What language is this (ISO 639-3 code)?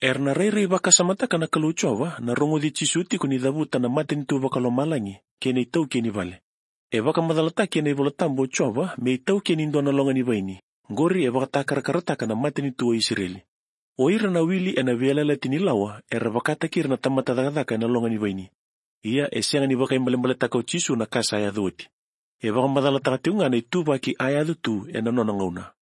fij